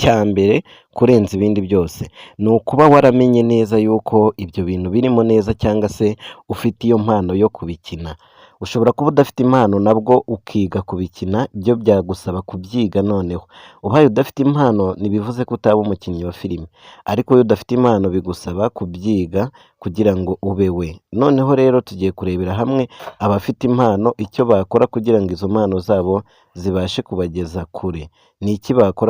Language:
Kinyarwanda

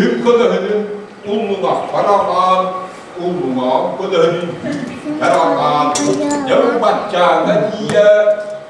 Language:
Yakut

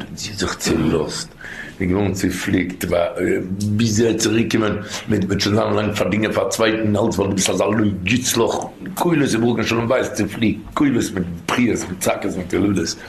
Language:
Yiddish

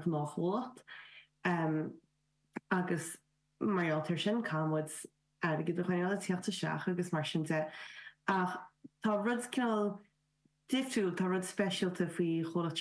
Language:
Irish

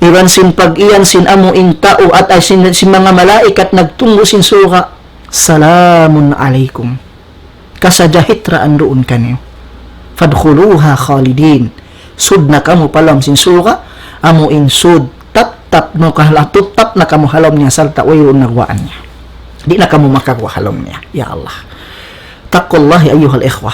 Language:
Tausug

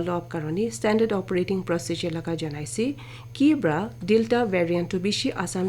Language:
Naga Pidgin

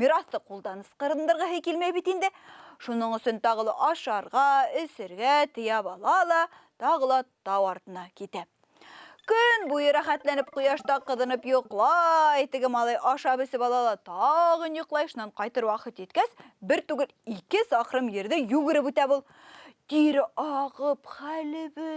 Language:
Bashkir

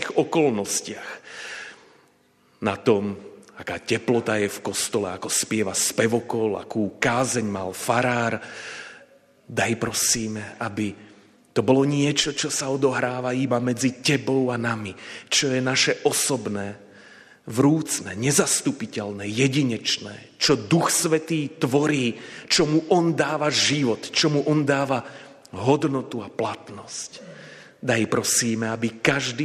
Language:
Slovak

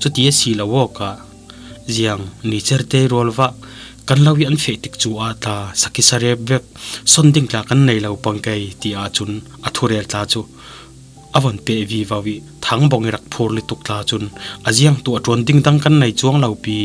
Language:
Falam Chin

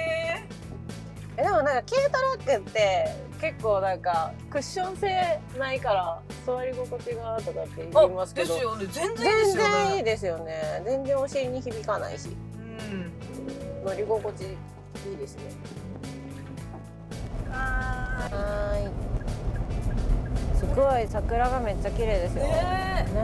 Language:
Japanese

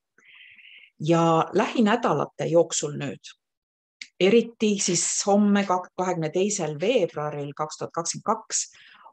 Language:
Estonian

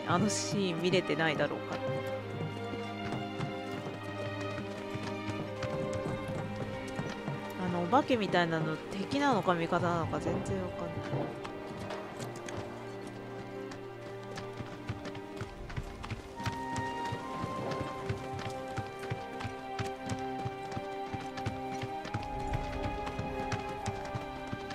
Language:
Japanese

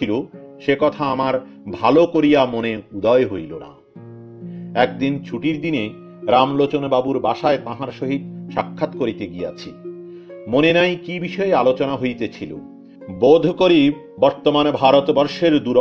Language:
Bangla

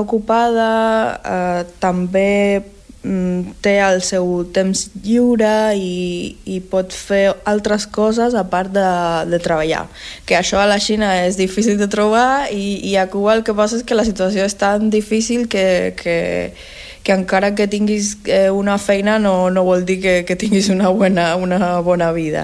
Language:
Catalan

